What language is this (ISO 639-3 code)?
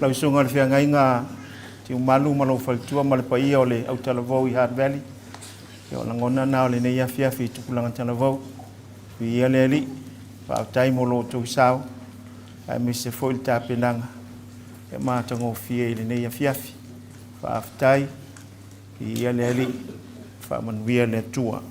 smo